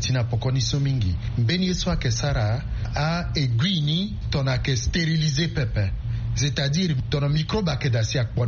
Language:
Sango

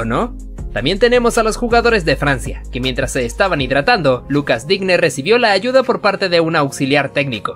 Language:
Spanish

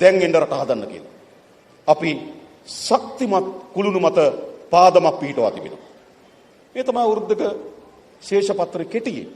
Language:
Sinhala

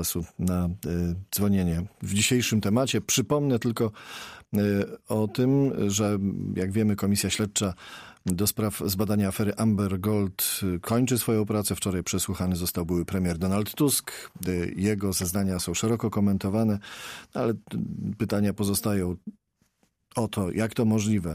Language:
Polish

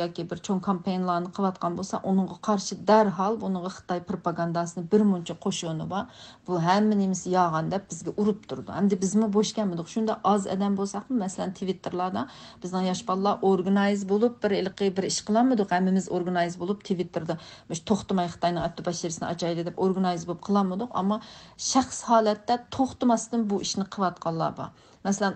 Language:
Uyghur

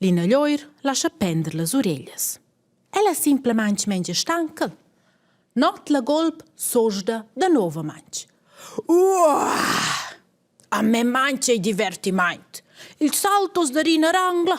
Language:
Romansh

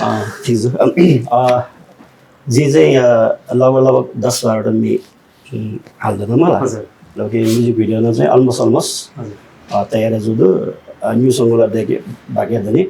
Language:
Newari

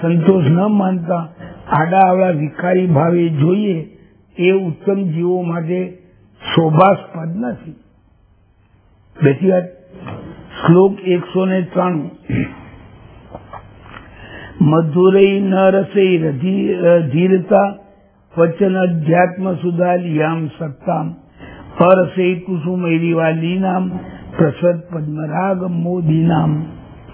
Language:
Gujarati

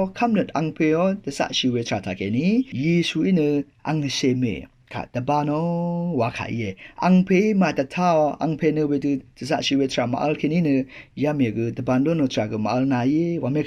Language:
Rawang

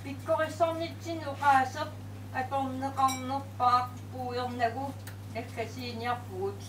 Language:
Kalaallisut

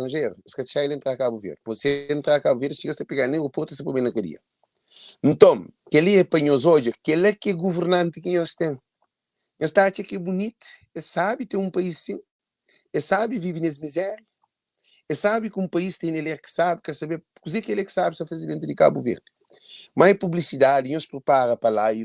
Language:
Kabuverdianu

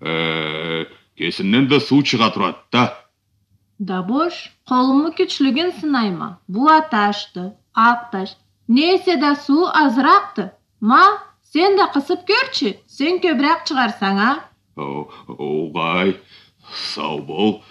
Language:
Karachay-Balkar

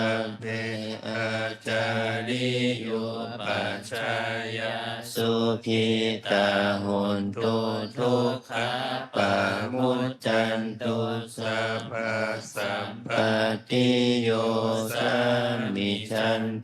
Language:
Pali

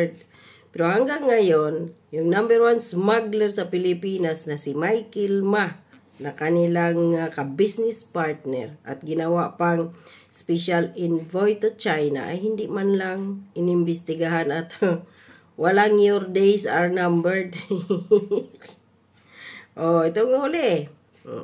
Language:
Filipino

